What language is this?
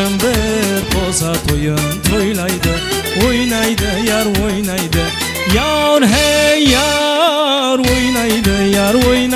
Kara-Kalpak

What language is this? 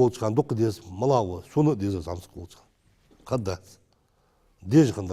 Ingush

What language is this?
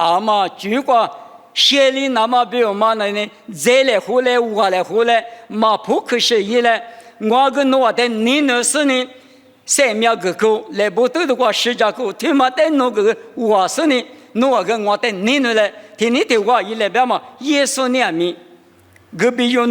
Lisu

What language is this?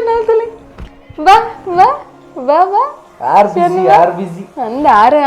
Tulu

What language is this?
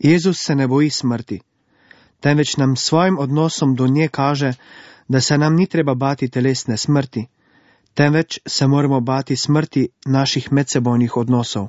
Slovenian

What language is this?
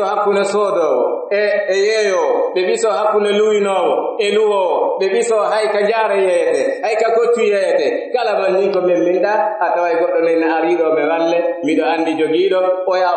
Pular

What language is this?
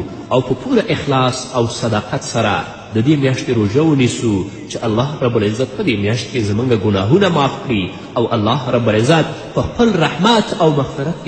Pashto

